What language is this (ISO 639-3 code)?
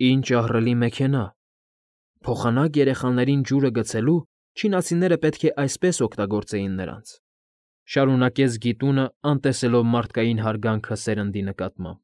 hye